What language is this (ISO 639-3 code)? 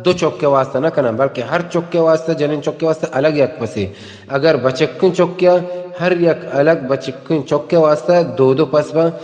bal